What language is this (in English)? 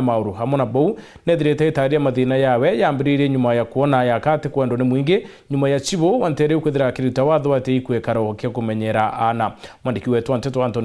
Meru